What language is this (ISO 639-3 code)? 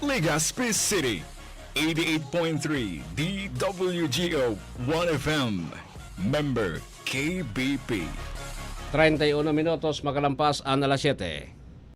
bik